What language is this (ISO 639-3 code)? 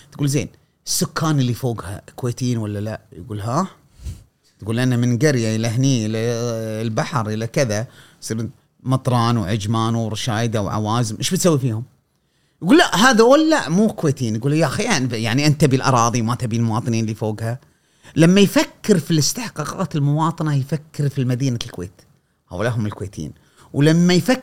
afb